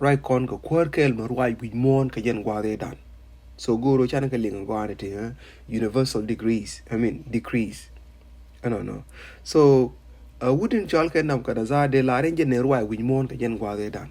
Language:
Nuer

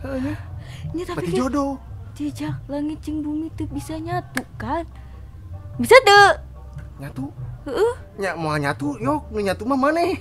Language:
Sundanese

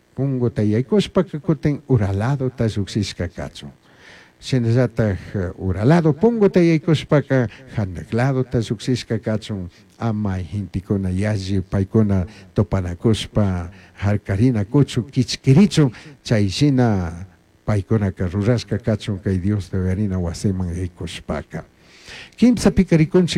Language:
Chimborazo Highland Quichua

